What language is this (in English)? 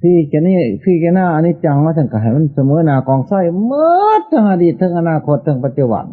Northeastern Thai